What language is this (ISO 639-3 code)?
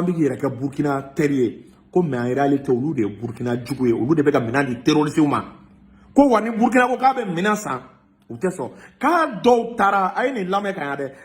bam